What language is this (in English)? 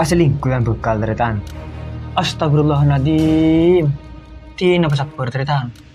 Madurese